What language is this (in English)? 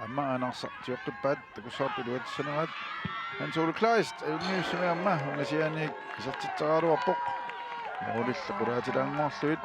Kalaallisut